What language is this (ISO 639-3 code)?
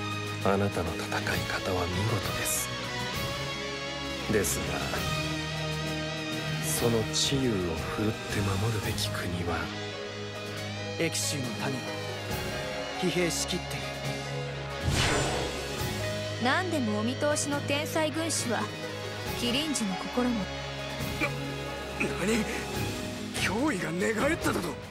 jpn